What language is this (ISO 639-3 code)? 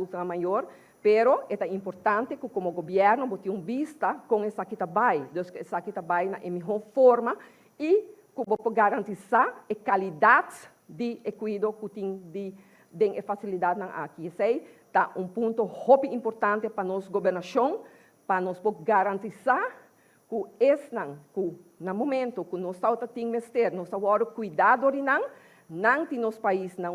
pap